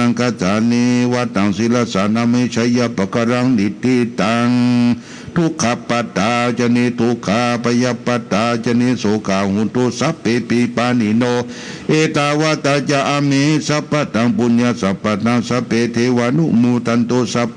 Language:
Pali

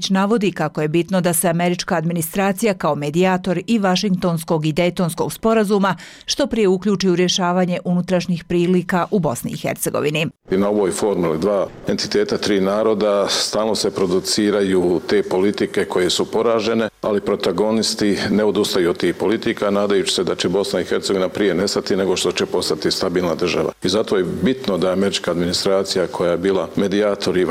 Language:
Bosnian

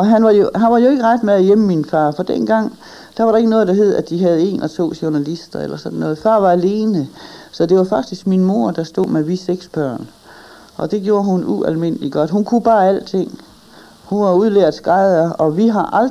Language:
Danish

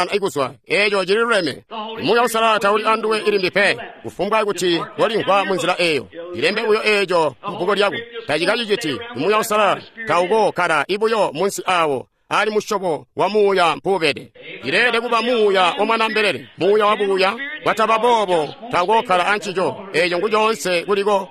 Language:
Tonga (Zambia)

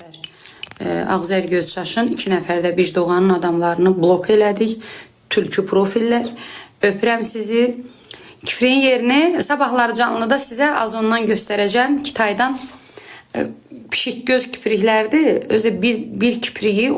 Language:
Azerbaijani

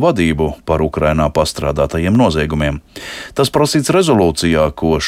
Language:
Latvian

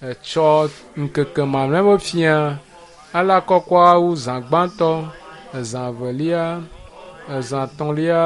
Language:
Ewe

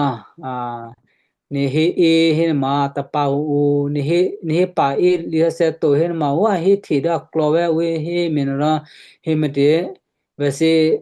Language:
Western Kayah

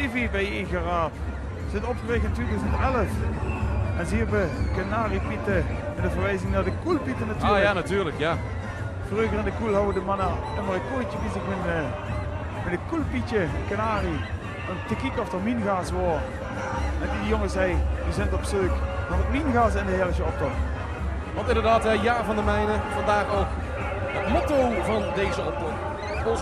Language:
Limburgish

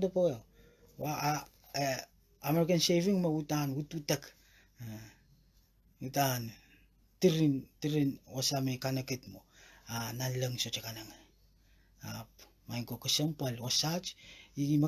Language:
Pohnpeian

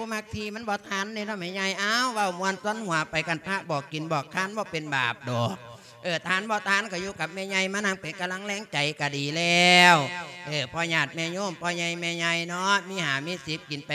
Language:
Lao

